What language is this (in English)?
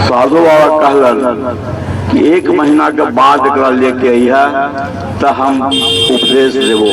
Magahi